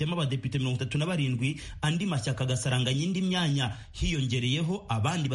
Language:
Kinyarwanda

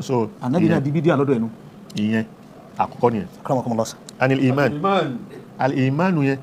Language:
Yoruba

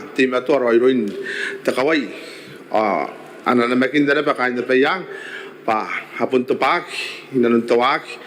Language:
Gilbertese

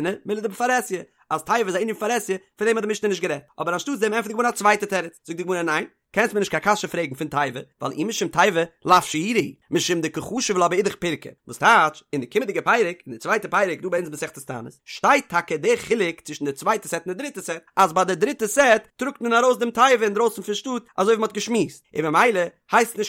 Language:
Yiddish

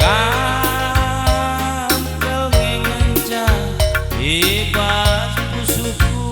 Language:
Batak Karo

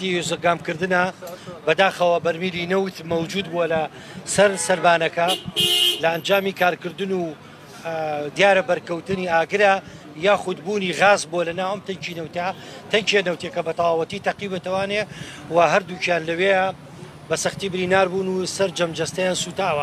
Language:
Central Kurdish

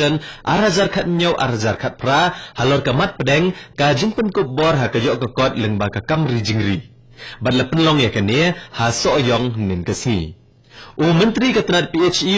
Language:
Khasi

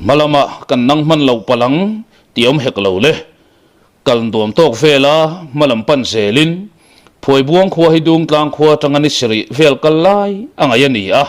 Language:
Mizo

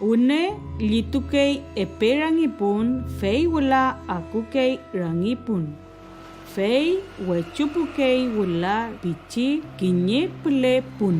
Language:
Mapuche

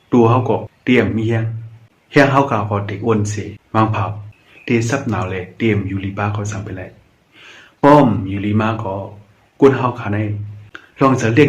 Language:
Shan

